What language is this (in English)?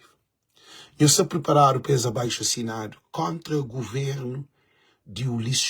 Kabuverdianu